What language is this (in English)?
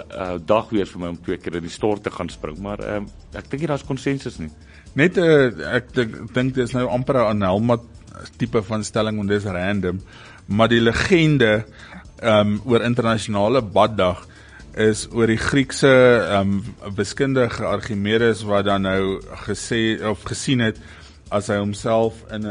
Afrikaans